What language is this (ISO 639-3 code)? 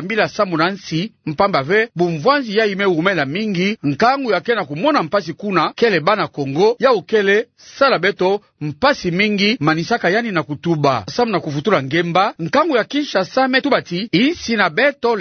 ktu